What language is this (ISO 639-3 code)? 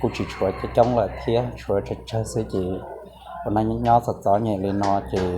hmn